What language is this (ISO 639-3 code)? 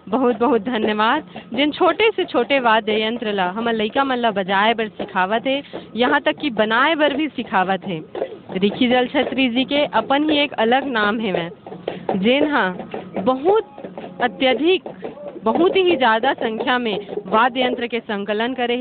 hne